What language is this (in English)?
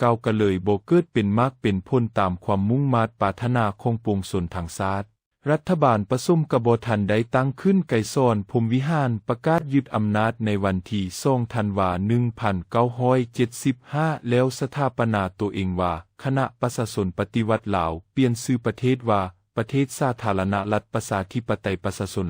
Lao